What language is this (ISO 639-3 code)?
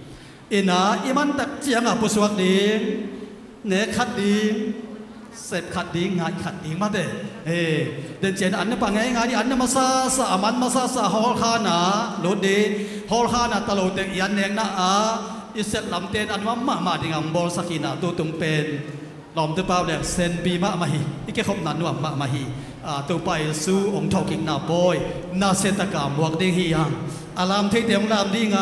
ctd